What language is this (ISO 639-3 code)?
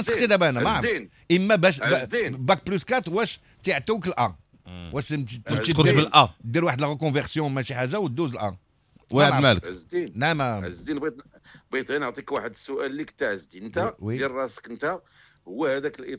ary